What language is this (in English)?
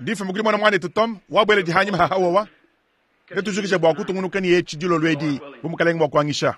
Luba-Lulua